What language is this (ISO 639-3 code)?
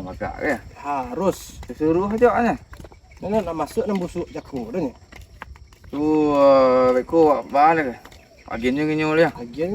min